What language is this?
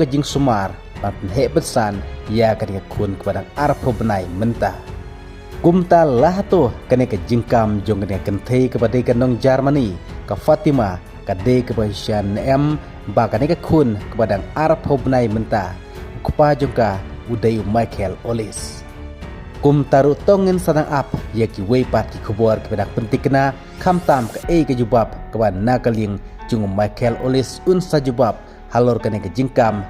Khasi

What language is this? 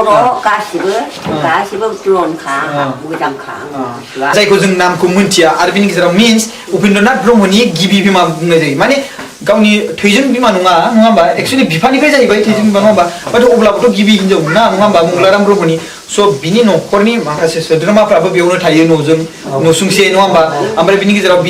Bodo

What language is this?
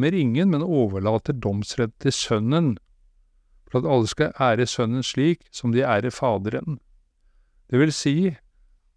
Norwegian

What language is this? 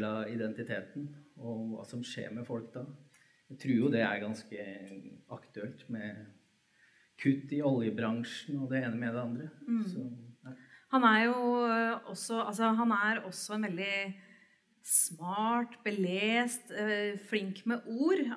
Norwegian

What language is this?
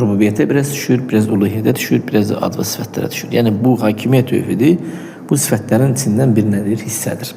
Azerbaijani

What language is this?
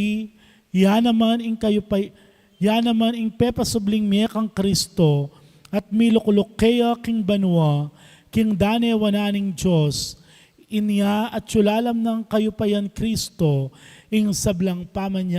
Pampanga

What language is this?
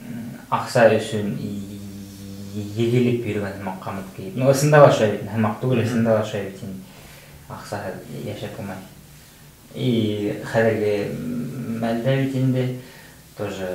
Bashkir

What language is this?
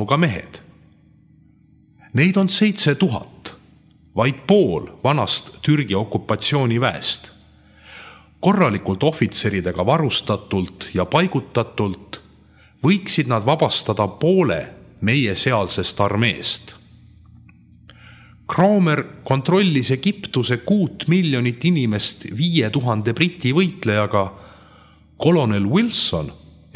Estonian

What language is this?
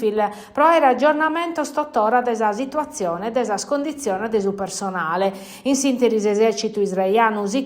Sardinian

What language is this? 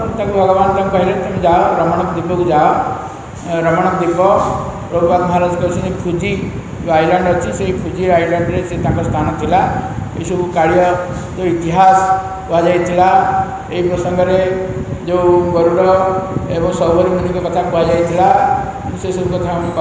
Odia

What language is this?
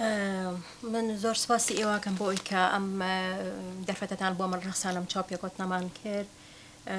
Central Kurdish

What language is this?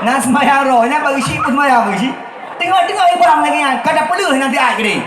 Achinese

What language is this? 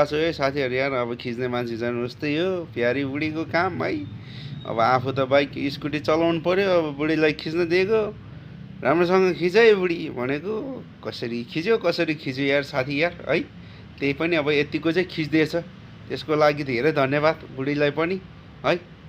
Nepali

